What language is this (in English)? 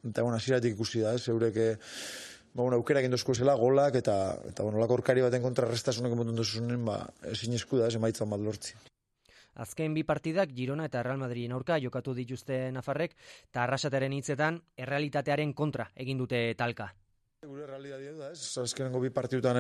Basque